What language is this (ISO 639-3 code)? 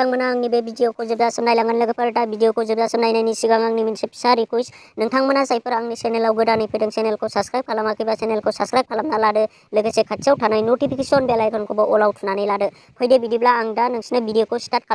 brx